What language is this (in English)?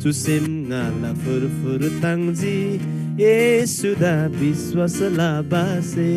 Eastern Tamang